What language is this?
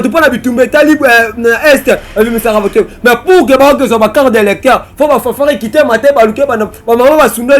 Lingala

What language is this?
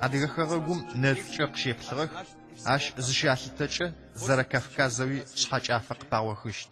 Adyghe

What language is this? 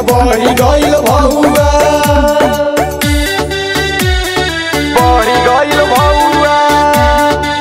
Bhojpuri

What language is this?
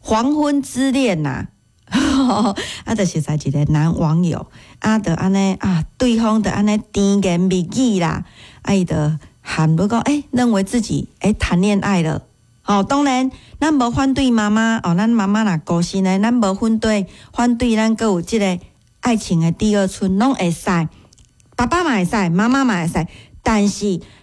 Min Nan Chinese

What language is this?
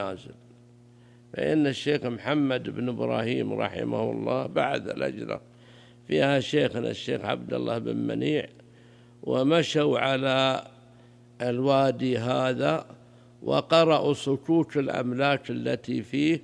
Arabic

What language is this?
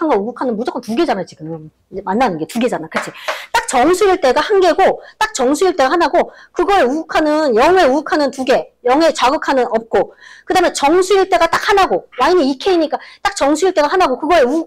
Korean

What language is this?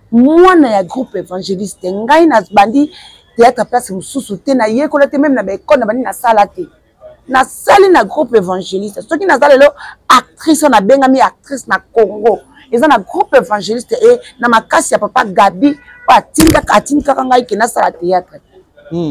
Lingala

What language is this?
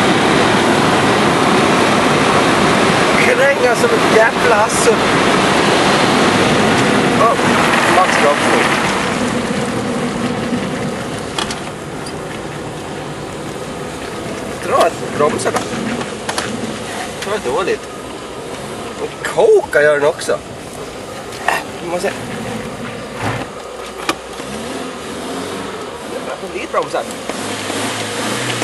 Swedish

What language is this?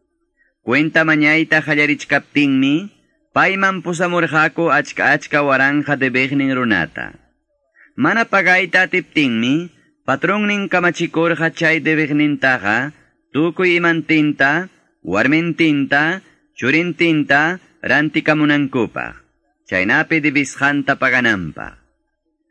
Quechua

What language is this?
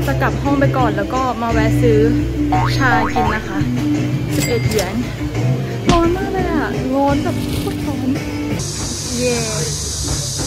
Thai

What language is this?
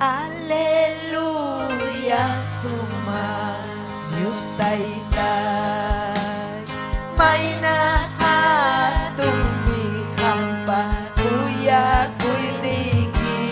Ayacucho Quechua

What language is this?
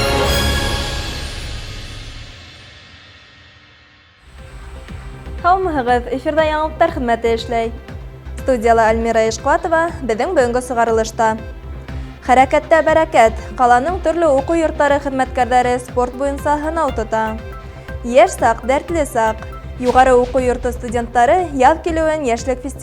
Bashkir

